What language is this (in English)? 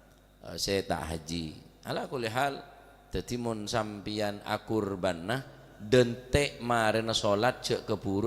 Madurese